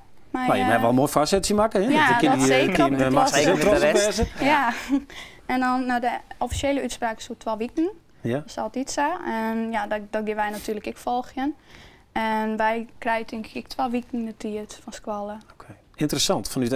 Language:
Western Frisian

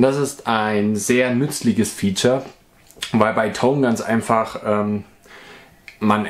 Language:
German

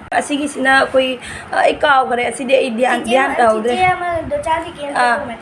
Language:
Manipuri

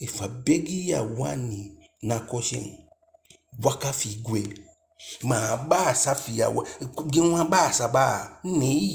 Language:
Eastern Maroon Creole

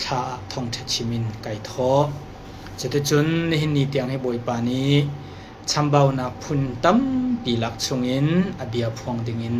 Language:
Hakha Chin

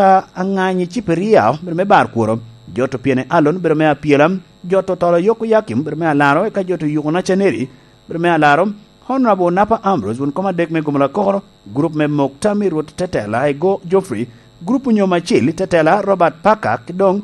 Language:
Lango (Uganda)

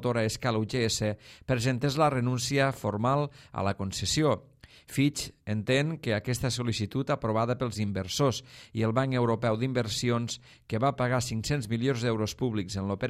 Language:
Catalan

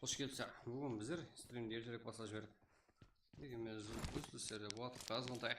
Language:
Kara-Kalpak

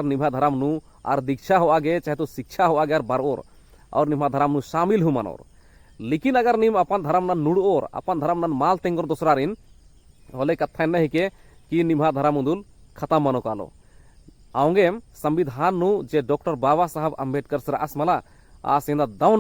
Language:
Kurukh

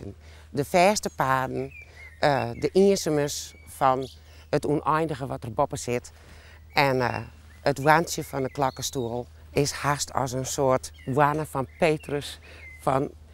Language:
Western Frisian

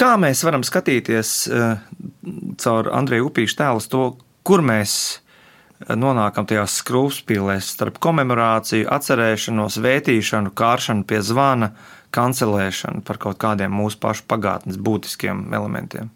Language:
Latvian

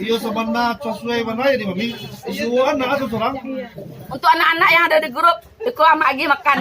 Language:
Minangkabau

